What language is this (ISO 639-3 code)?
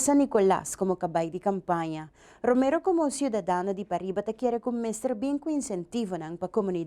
pap